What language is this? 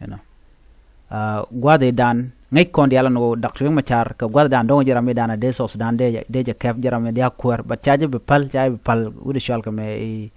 Nuer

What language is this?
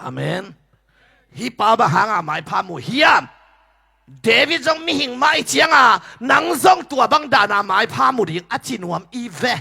Tedim Chin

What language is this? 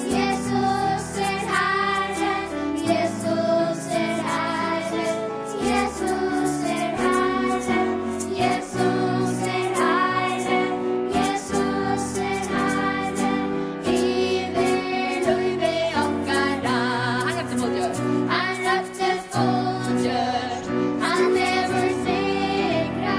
Faroese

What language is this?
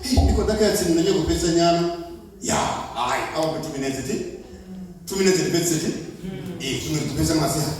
Venda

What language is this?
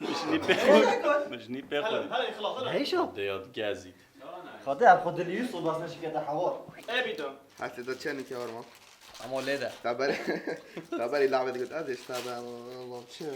Kurdish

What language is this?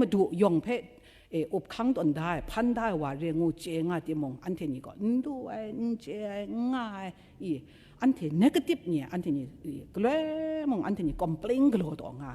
Kachin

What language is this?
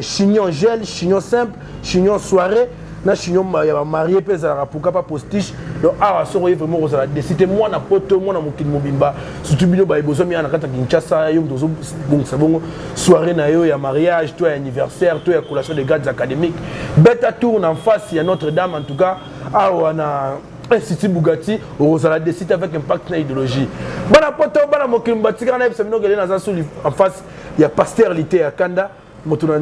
Lingala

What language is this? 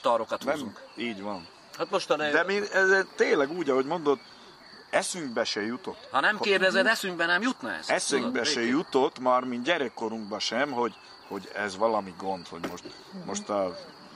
Hungarian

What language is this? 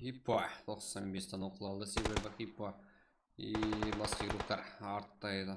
Kara-Kalpak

